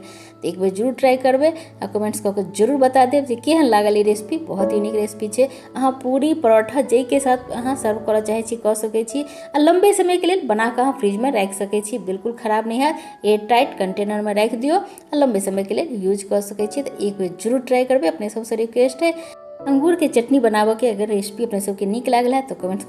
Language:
Maithili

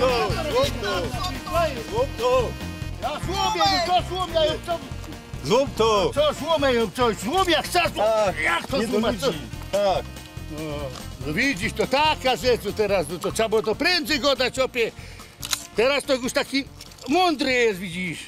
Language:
Silesian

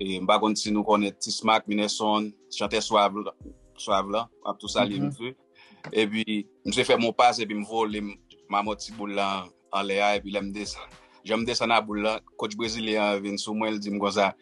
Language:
Haitian Creole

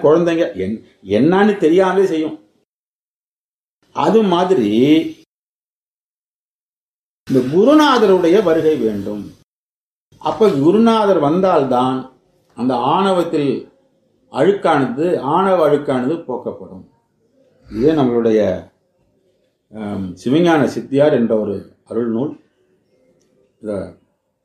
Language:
Tamil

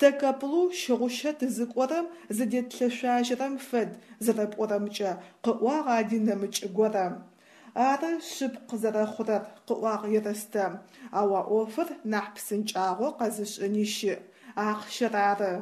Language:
Adyghe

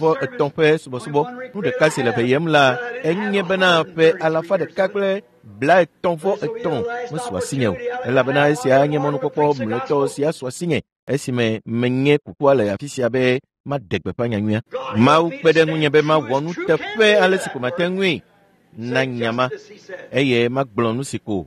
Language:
Ewe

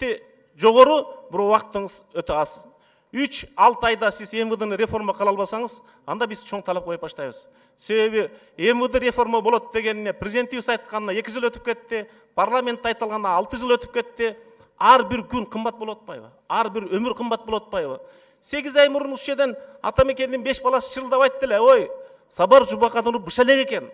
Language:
Kyrgyz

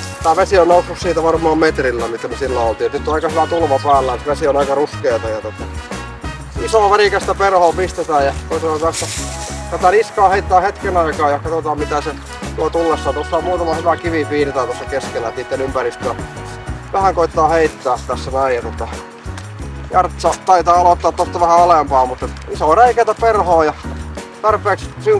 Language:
Finnish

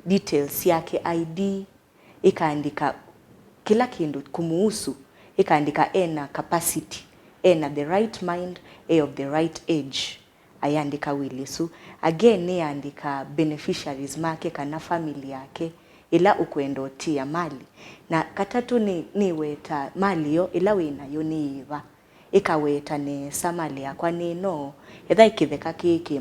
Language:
Kamba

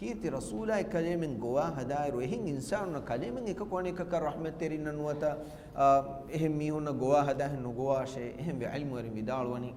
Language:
Divehi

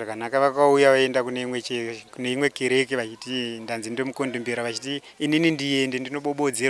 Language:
Shona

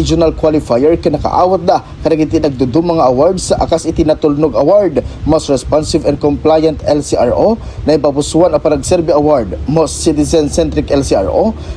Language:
Iloko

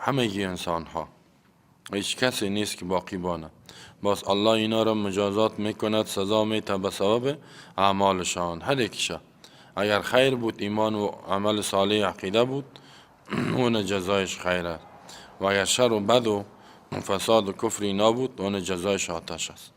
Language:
Persian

